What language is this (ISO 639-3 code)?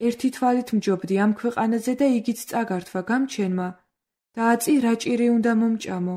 kat